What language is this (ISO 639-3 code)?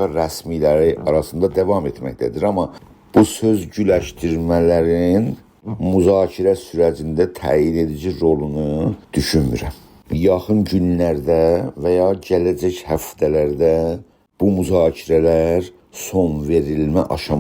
azb